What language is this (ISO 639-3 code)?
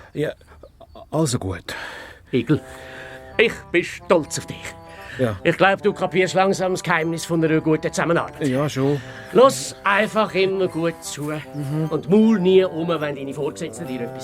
gsw